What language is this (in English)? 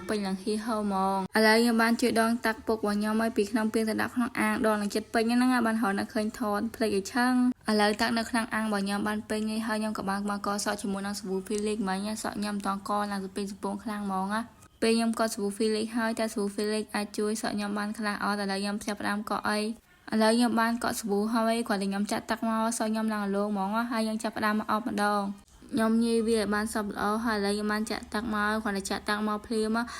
Khmer